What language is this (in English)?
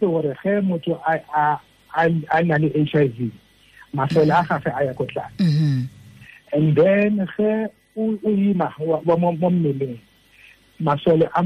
Tswana